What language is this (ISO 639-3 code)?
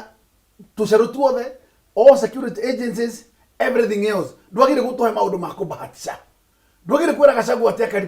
kik